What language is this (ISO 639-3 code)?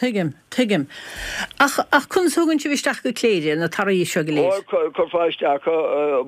gle